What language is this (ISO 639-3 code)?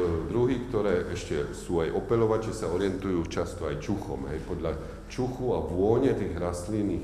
slk